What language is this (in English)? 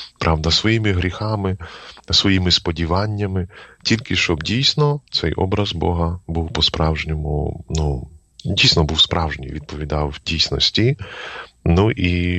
Ukrainian